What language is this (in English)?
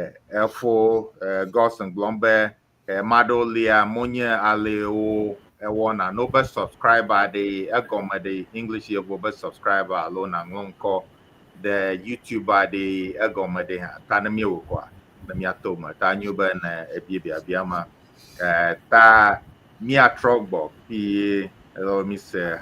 Ewe